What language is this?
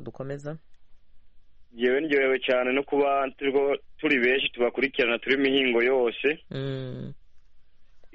Kinyarwanda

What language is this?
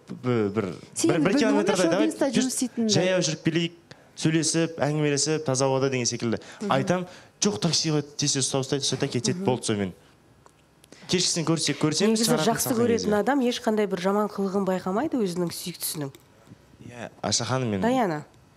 Kazakh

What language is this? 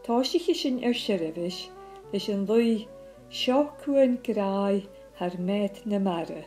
Scottish Gaelic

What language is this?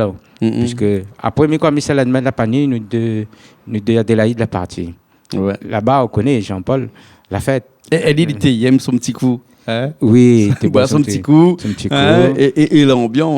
Réunion Creole French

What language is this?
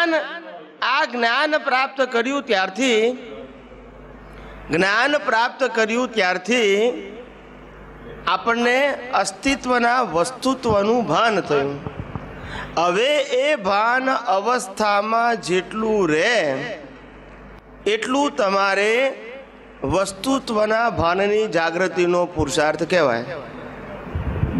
Gujarati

